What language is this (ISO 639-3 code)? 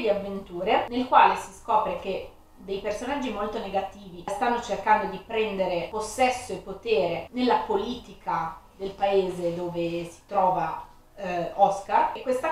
ita